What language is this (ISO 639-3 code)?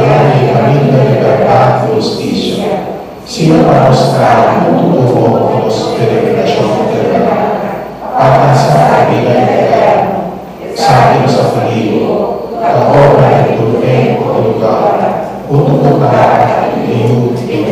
pap